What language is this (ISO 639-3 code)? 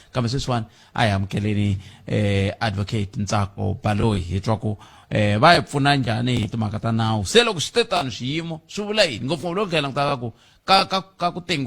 tso